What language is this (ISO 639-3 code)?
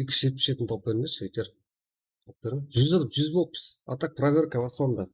kaa